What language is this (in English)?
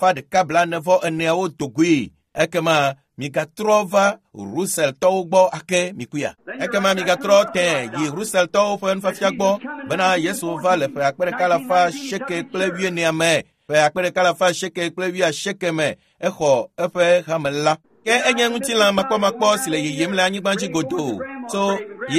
Ewe